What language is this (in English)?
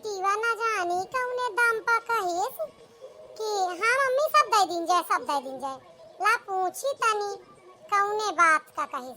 Awadhi